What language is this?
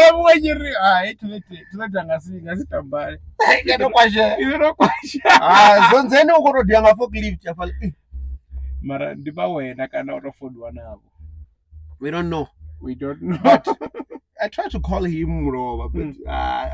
Venda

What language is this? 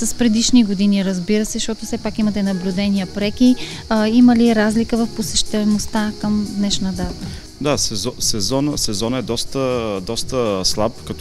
Bulgarian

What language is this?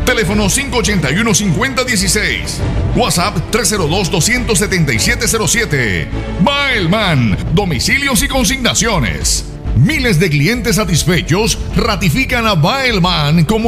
Spanish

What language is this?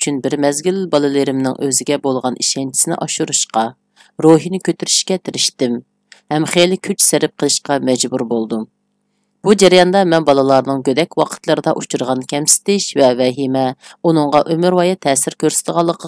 Uyghur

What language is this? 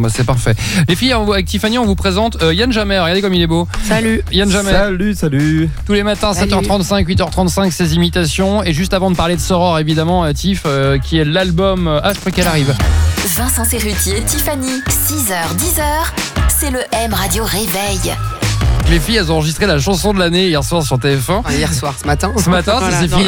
French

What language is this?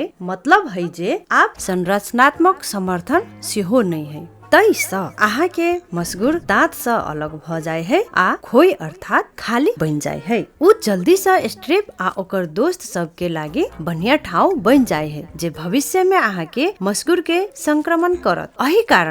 Maithili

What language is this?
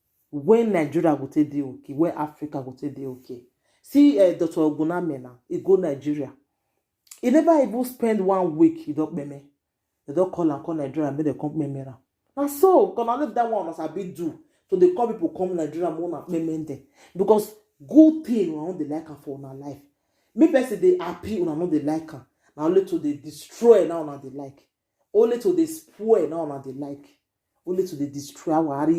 Nigerian Pidgin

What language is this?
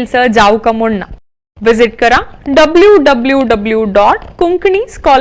Konkani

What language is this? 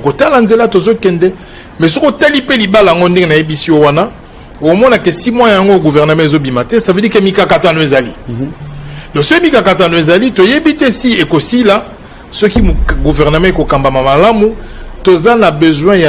Lingala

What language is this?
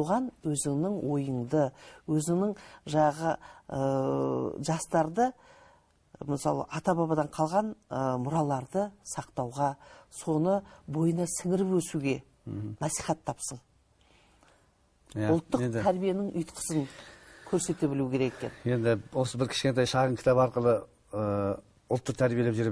Kazakh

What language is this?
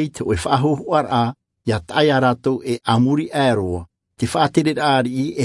Tahitian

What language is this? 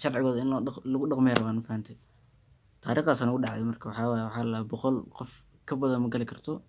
Somali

